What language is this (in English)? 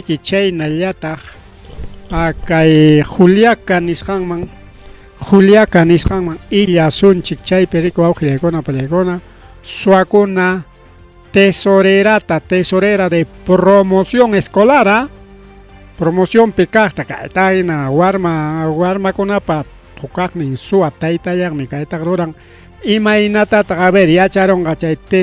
Ayacucho Quechua